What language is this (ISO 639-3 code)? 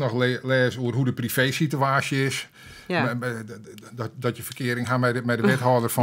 fry